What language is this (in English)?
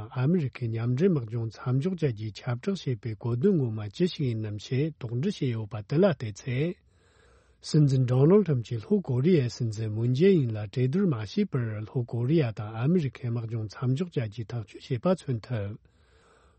Tibetan